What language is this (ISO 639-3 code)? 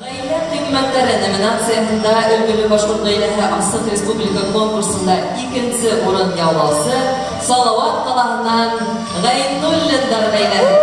bak